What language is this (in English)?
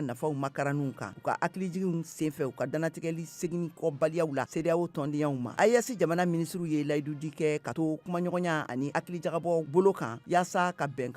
Bambara